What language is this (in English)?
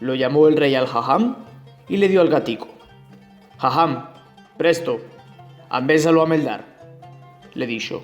Ladino